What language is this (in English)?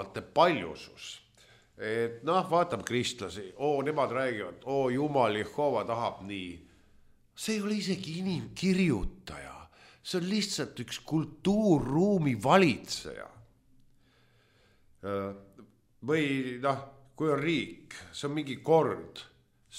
Estonian